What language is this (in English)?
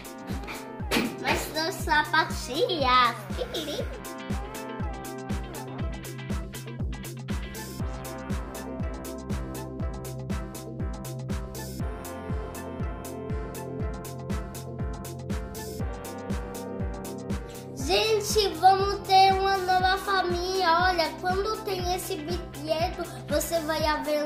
Portuguese